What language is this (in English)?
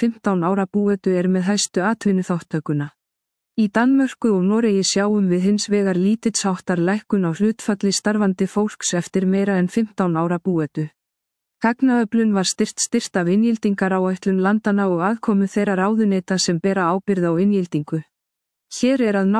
Icelandic